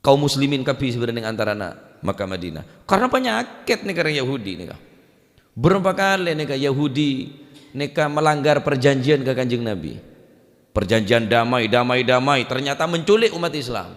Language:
Madurese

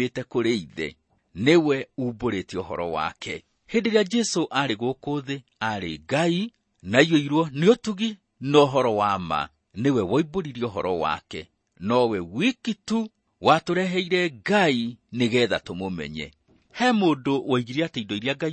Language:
Kikuyu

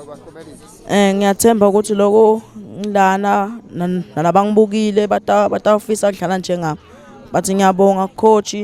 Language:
Swati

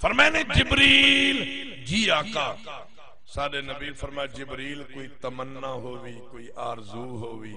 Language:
Saraiki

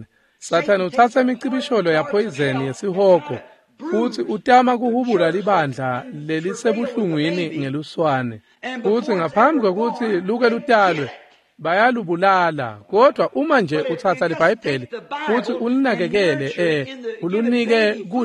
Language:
Swati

